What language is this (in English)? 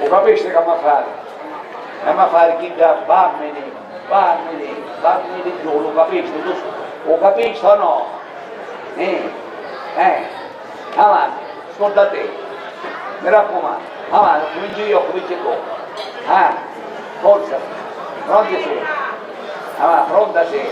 Sicilian